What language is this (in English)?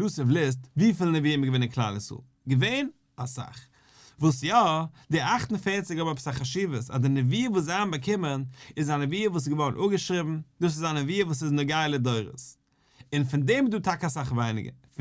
Yiddish